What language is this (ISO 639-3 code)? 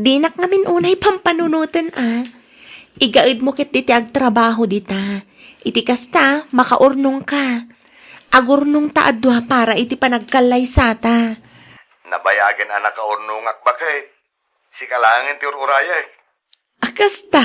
ilo